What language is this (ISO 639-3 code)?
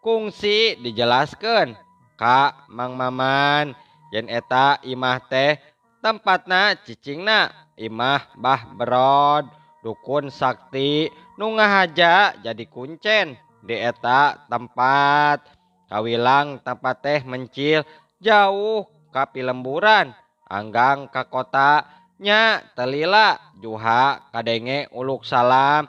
sun